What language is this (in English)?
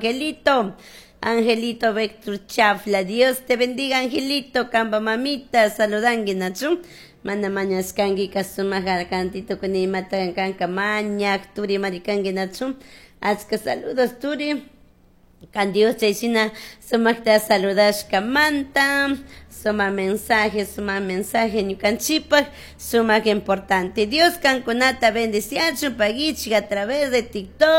Chimborazo Highland Quichua